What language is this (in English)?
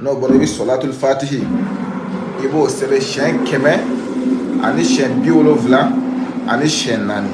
Bambara